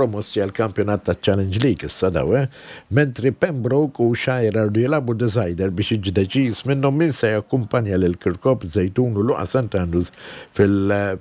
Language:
Maltese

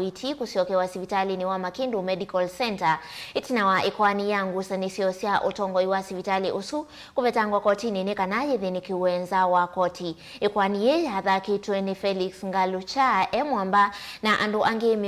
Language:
Kamba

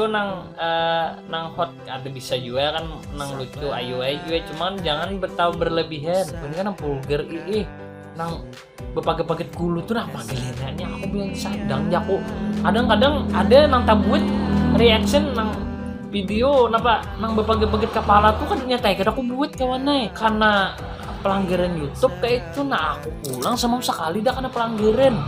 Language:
Banjar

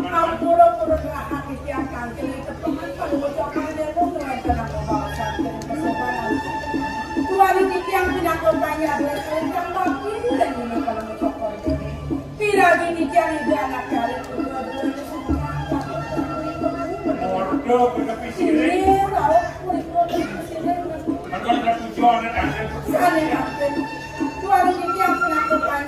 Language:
Balinese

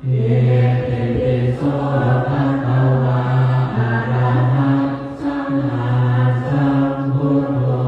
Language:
Pali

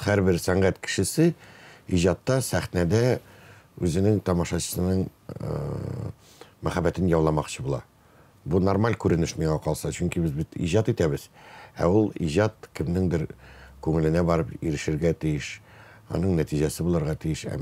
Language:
Tatar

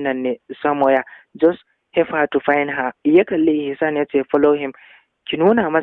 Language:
Hausa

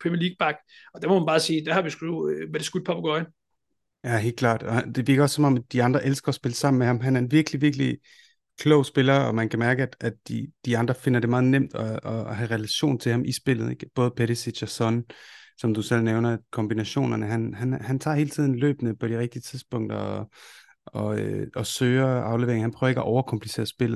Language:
Danish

